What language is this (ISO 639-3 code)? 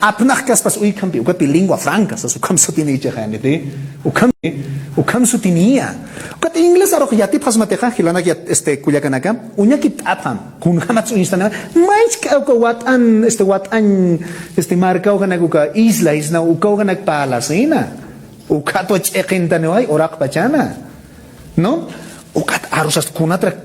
aym